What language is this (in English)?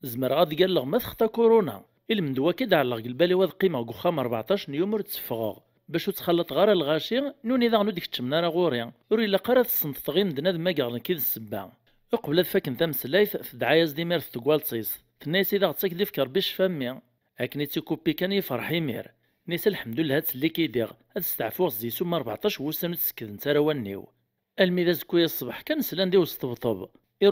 Kabyle